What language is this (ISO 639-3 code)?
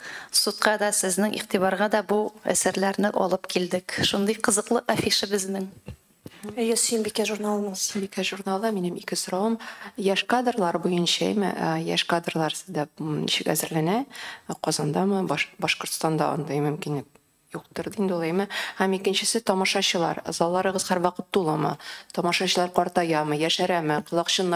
tat